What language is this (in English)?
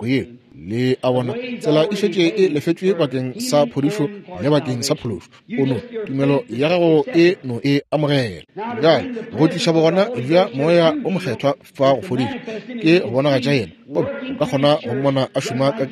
Northern Sotho